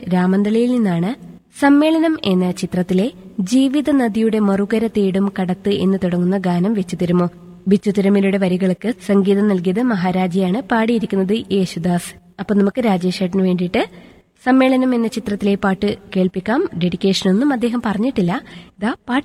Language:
Malayalam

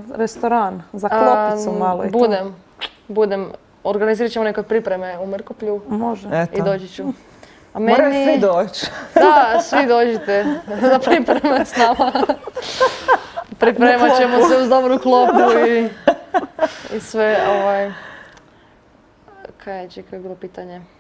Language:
Croatian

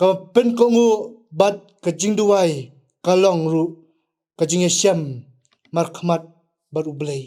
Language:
Khasi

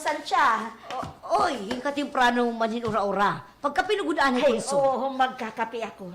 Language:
Waray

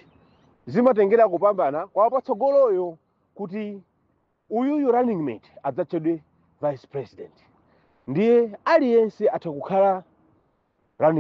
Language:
Nyanja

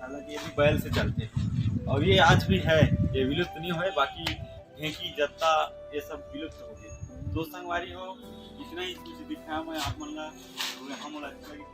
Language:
Chhattisgarhi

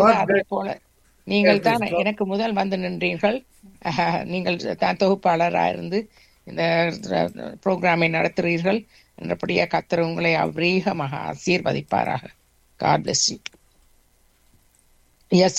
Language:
Tamil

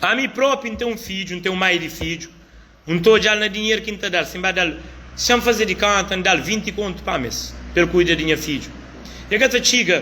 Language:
Kabuverdianu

